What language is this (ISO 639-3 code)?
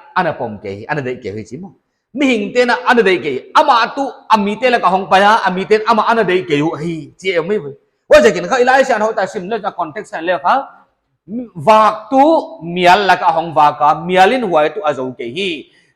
pck